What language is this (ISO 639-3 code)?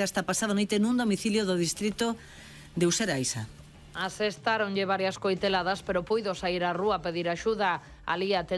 glg